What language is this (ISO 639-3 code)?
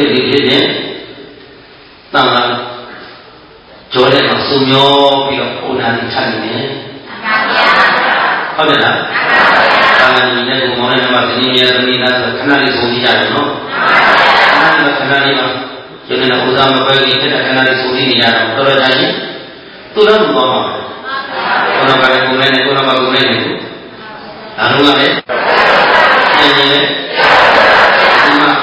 mya